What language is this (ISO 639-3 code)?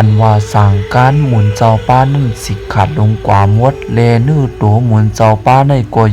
shn